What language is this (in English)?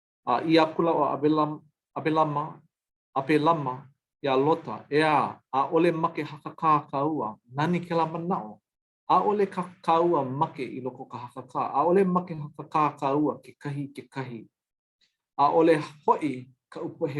Hawaiian